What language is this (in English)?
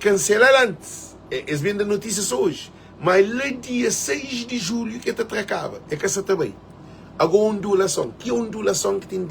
Kabuverdianu